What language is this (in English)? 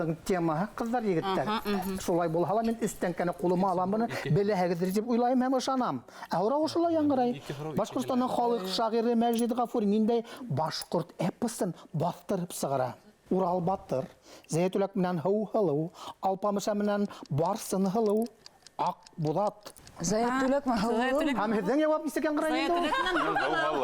Bashkir